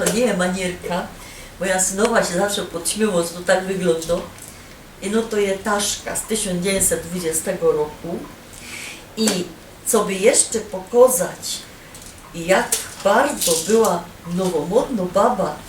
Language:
Silesian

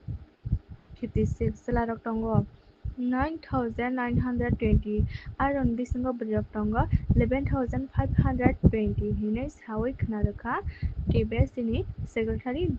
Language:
Kok Borok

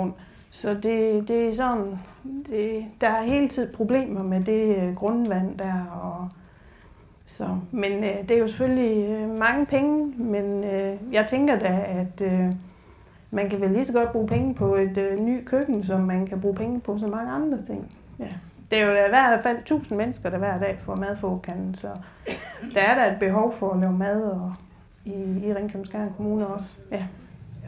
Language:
Danish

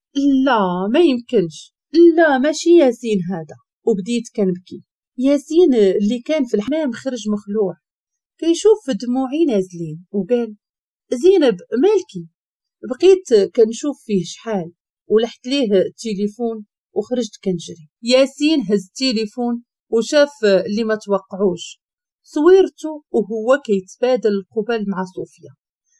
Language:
Moroccan Arabic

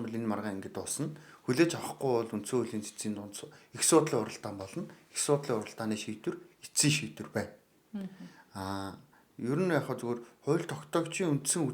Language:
Mongolian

